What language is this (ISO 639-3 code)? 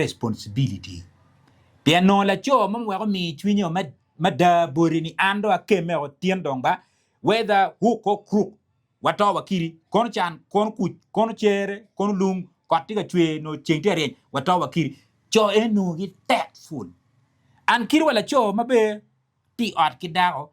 ach